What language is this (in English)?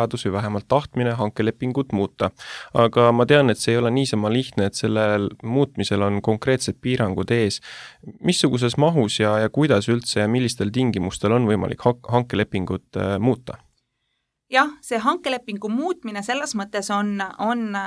Estonian